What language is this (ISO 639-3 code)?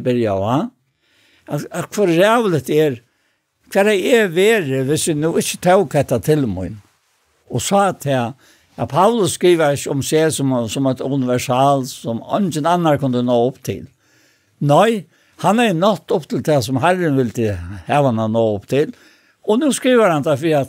fao